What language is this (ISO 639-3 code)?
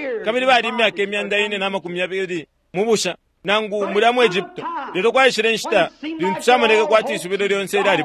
bem